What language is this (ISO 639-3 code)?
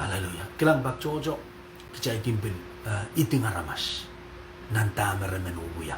pon